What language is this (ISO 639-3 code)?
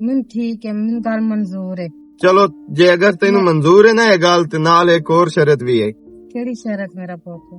lah